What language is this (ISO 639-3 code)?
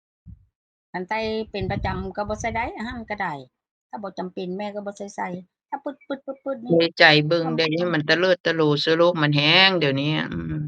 tts